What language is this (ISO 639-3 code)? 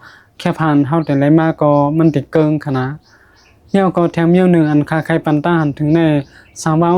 shn